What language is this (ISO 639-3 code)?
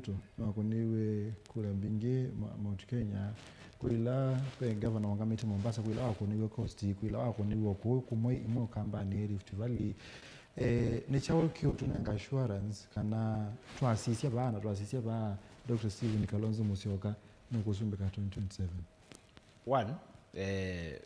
kam